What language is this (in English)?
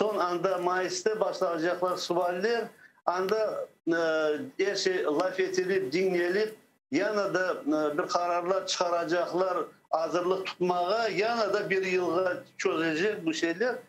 Crimean Tatar